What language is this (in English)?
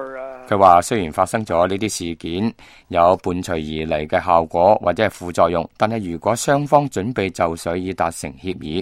Cantonese